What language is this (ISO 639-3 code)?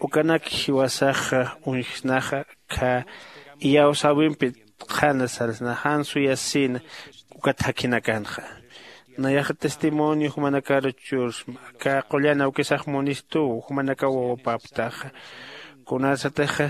aym